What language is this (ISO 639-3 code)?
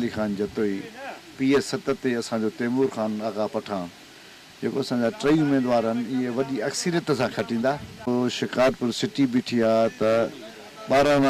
snd